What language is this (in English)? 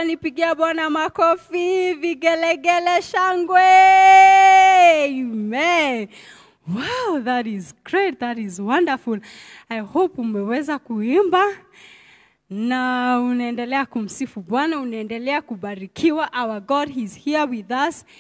Swahili